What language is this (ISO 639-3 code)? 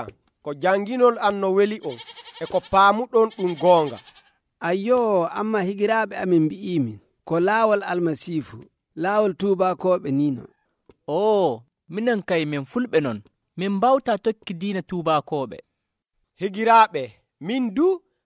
fuv